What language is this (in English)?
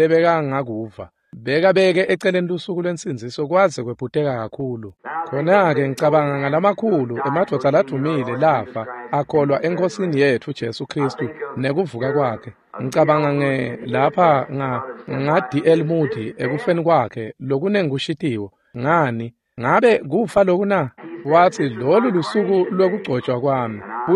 Swati